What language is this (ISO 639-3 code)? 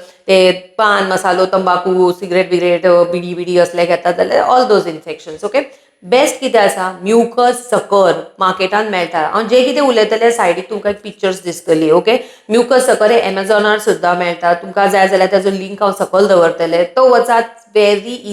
kok